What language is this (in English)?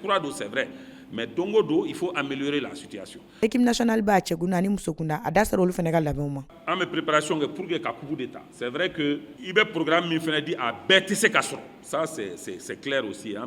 Bambara